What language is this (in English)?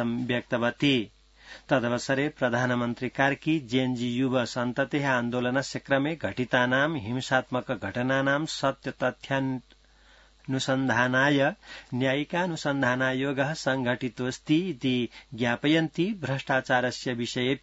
Sanskrit